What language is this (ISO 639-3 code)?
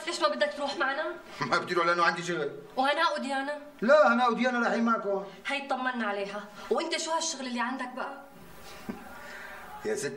apc